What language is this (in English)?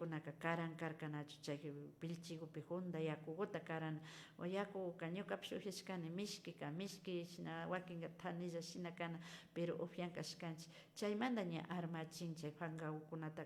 Imbabura Highland Quichua